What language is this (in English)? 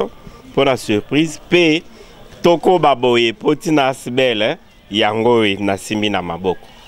Lingala